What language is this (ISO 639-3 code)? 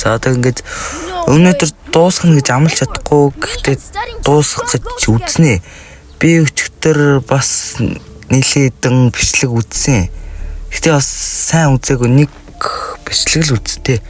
mon